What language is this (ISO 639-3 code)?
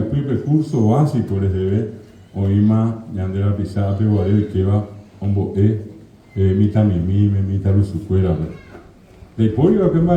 grn